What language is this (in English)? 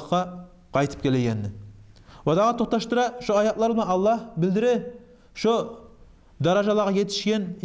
Kumyk